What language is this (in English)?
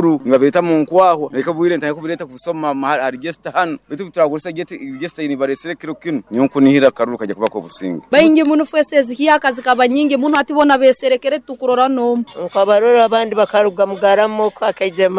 Nyoro